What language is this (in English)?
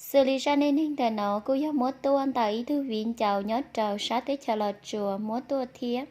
Hmong